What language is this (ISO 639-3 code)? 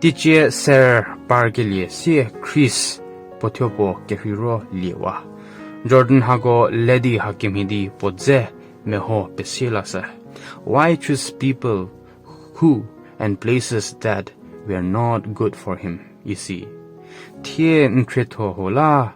njm